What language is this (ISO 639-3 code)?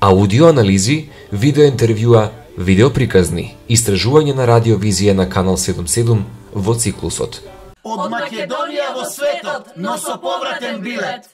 mkd